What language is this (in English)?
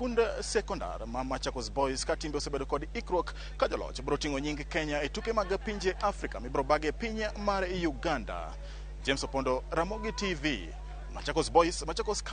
Luo (Kenya and Tanzania)